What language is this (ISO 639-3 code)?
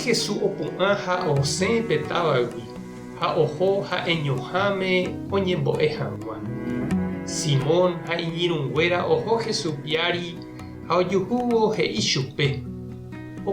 grn